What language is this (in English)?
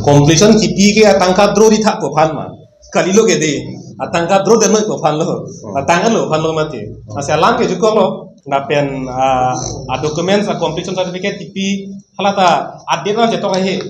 Karbi